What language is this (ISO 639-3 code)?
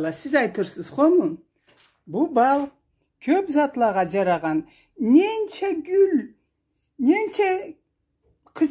krc